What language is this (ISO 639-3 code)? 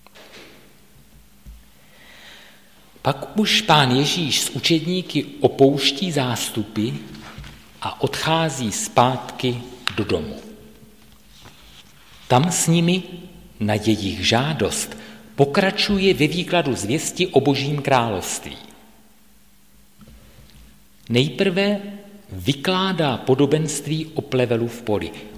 ces